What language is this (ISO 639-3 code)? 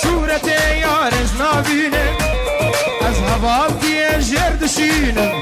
kur